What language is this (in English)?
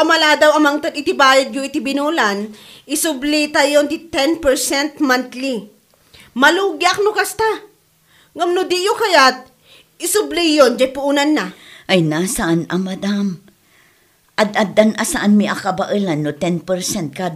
Iloko